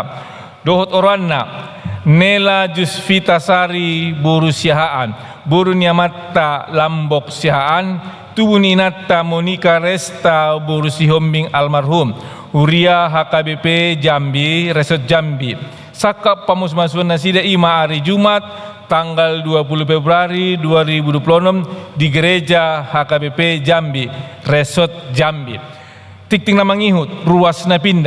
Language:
Batak Toba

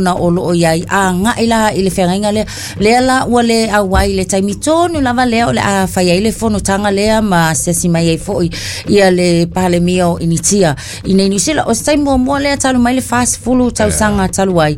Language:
Samoan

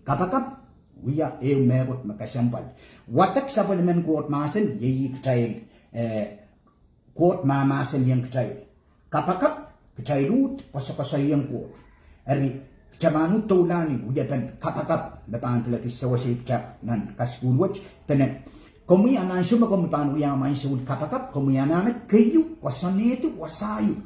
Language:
Pohnpeian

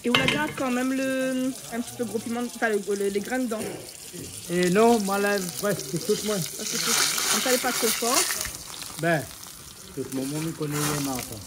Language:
Réunion Creole French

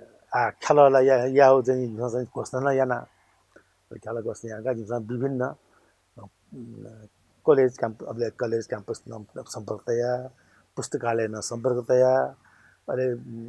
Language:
Newari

